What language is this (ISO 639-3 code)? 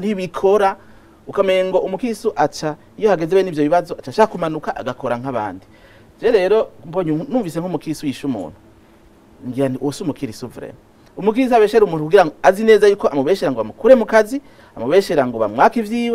run